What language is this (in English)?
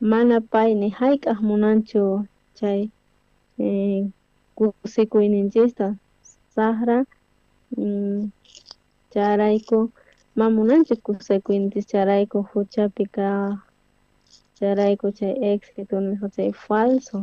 South Bolivian Quechua